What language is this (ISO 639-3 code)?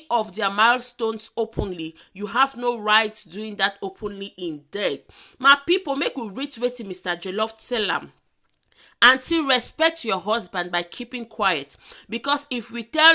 pcm